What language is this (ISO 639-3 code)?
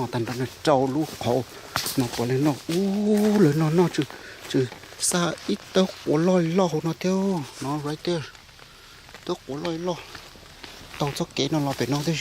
hmn